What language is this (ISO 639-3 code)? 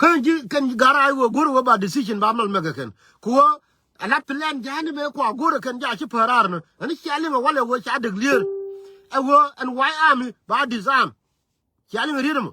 nus